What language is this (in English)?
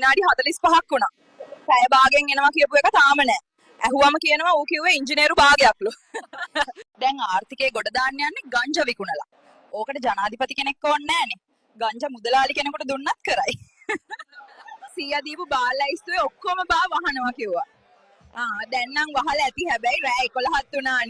Sinhala